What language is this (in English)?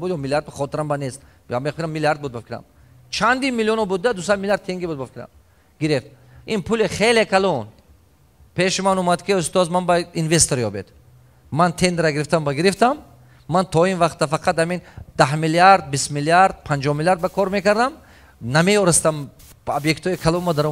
Tajik